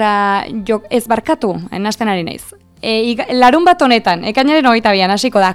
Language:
Basque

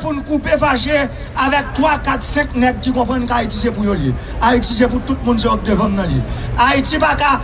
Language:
Haitian Creole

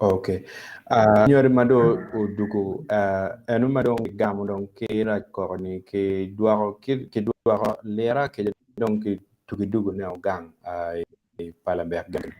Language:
Acoli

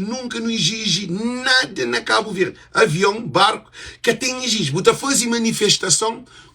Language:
Kabuverdianu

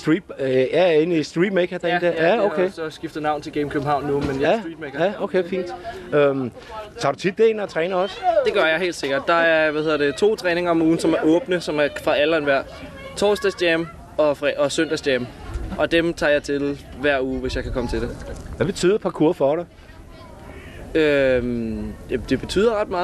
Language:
Danish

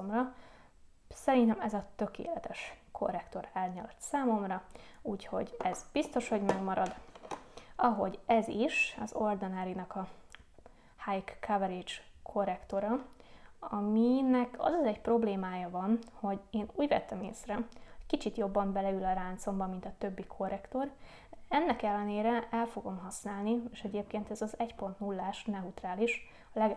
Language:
Hungarian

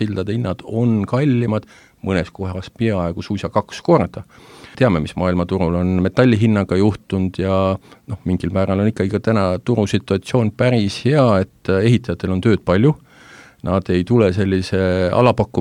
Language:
Estonian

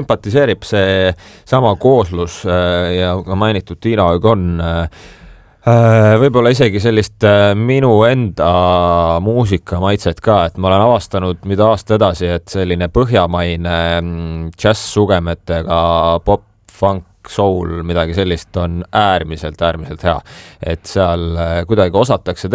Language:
Estonian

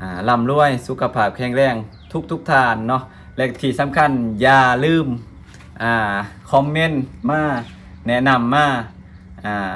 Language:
Lao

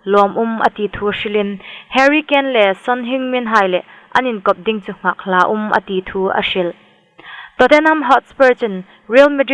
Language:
Hmar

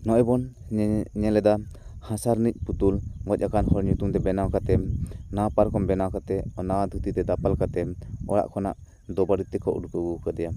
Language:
Santali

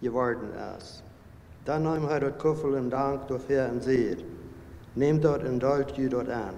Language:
Plautdietsch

